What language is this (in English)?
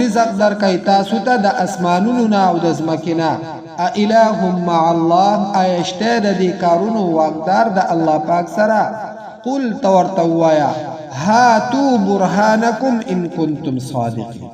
Pashto